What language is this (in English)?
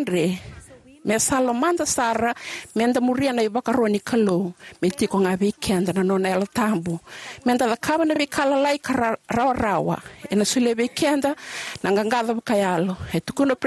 Fijian